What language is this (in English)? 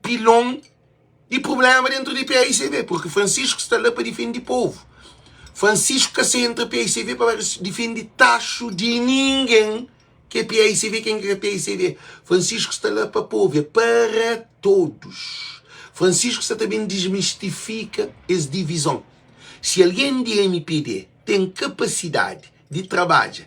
Kabuverdianu